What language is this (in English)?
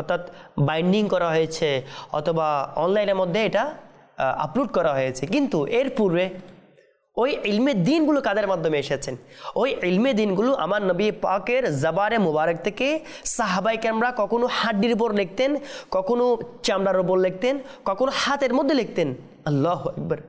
Bangla